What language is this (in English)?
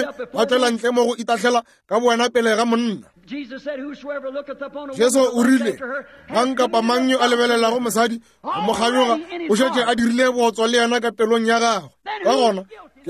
Northern Sotho